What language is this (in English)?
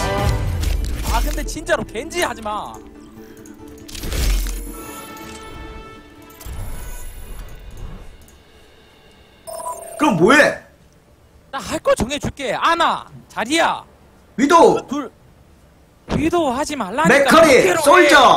Korean